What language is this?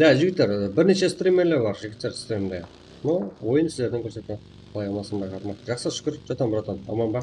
Kara-Kalpak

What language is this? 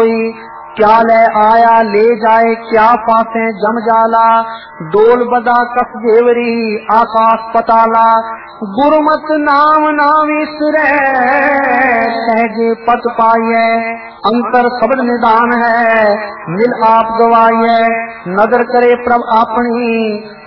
Punjabi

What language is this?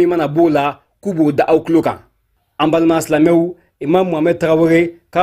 Bambara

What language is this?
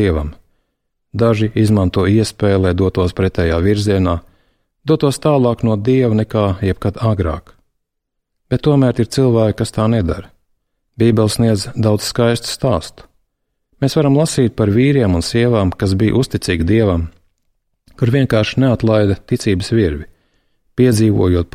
Latvian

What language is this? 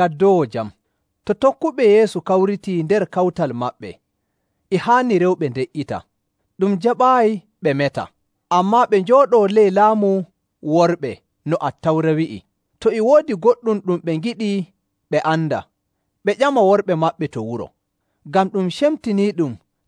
Nigerian Fulfulde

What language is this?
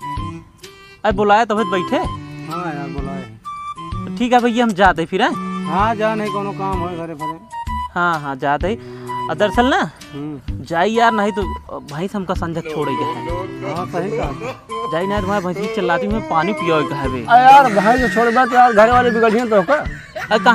Awadhi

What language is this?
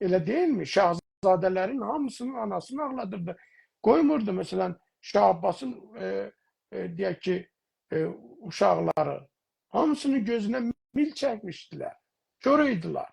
South Azerbaijani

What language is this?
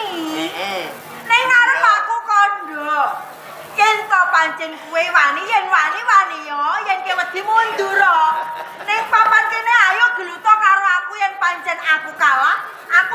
Javanese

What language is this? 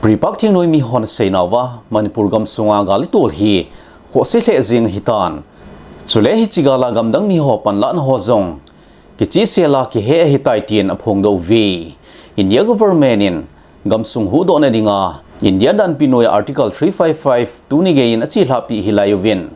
Thado Chin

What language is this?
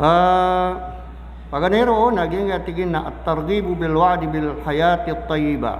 Maranao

